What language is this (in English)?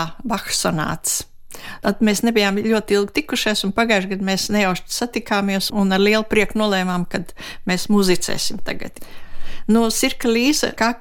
Latvian